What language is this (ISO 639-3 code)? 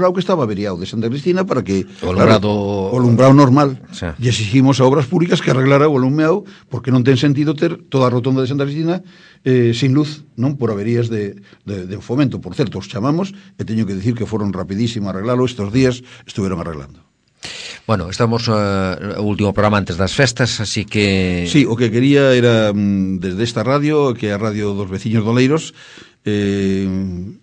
glg